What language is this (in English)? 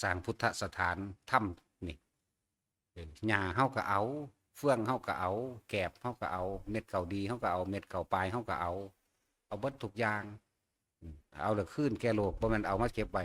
Northeastern Thai